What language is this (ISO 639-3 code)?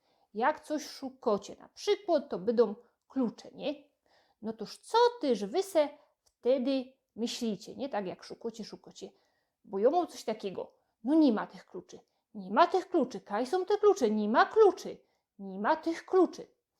szl